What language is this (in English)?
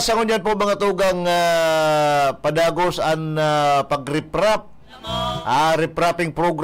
Bikol